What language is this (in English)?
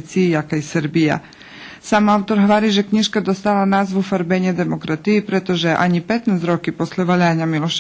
Rusyn